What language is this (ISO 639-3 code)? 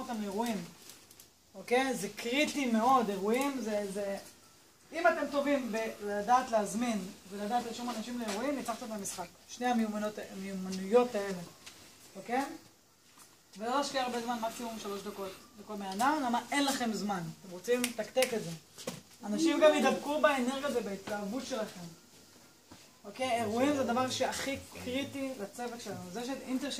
heb